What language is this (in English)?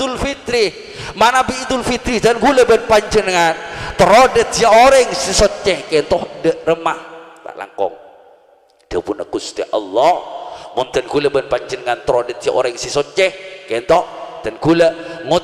Madurese